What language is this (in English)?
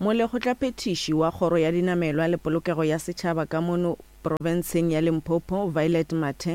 Northern Sotho